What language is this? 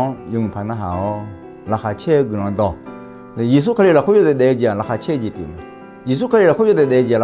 Akha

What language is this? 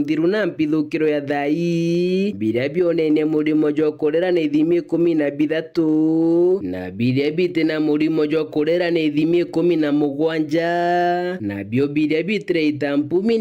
Meru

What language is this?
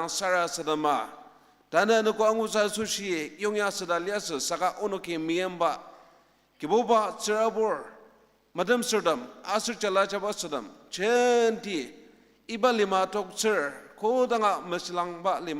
Ao Naga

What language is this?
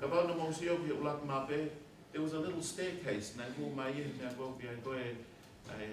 Tongan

